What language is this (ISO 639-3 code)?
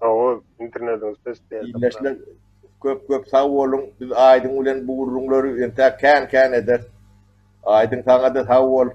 tuk